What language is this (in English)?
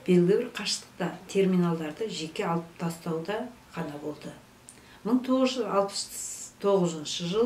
Kazakh